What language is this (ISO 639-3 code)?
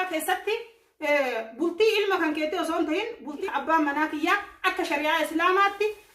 orm